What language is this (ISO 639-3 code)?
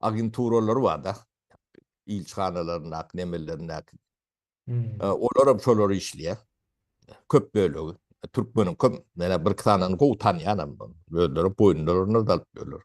tuk